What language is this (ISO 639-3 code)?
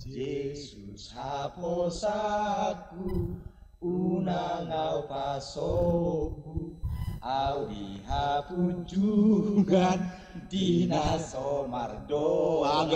bbc